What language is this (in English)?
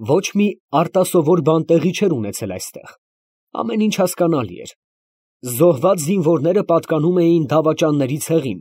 Armenian